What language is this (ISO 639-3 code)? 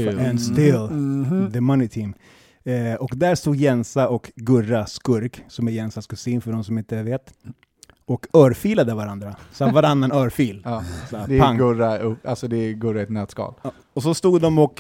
swe